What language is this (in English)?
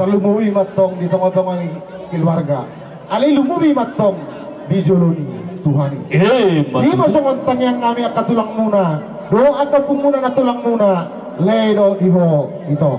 Batak Toba